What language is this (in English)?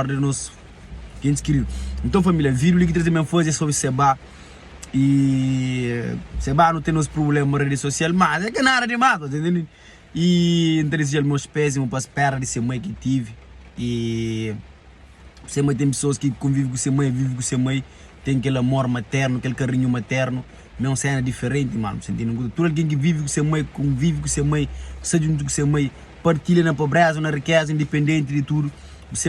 Kabuverdianu